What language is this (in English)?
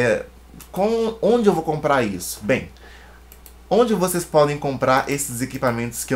Portuguese